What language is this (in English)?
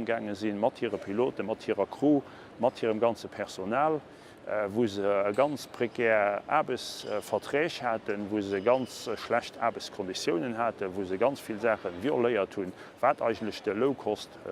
Luxembourgish